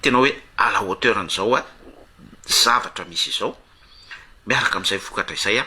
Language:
Malagasy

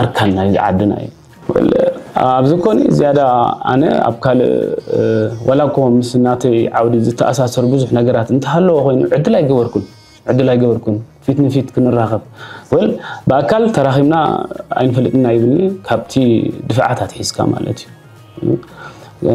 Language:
Tigrinya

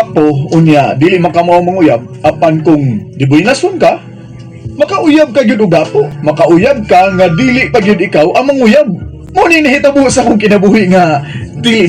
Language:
Cebuano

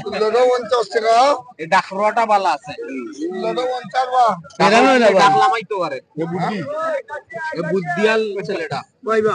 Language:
Sylheti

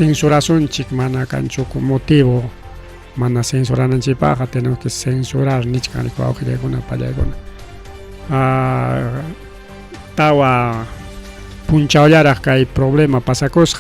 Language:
Ayacucho Quechua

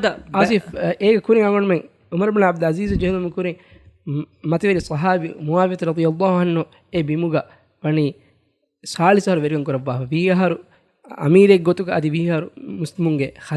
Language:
Divehi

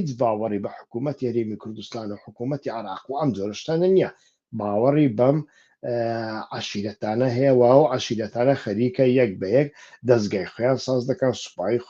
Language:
Central Kurdish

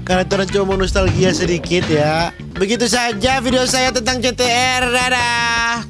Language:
Manado Malay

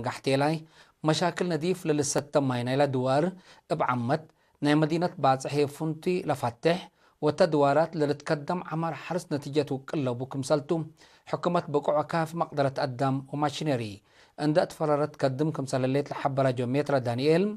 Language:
Tigre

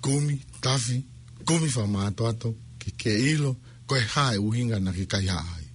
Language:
Tongan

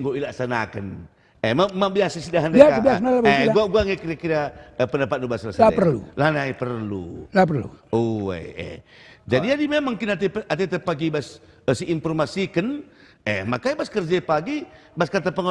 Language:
Batak Karo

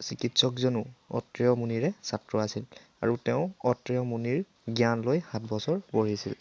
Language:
Assamese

